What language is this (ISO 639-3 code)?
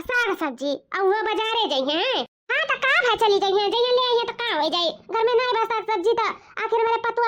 awa